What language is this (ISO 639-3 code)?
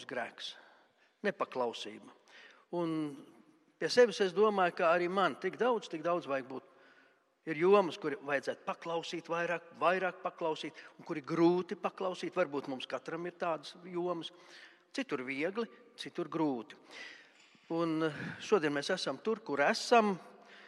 lav